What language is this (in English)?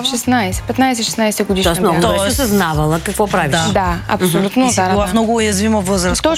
Bulgarian